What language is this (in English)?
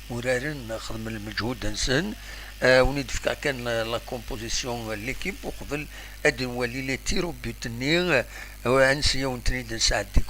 Kabyle